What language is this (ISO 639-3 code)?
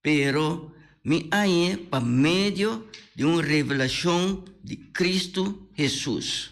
pap